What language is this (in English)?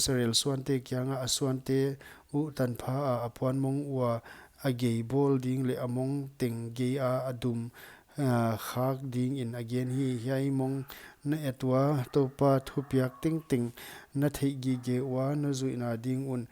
Paite Chin